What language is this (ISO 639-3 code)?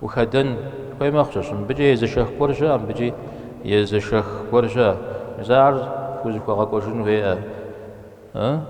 kbd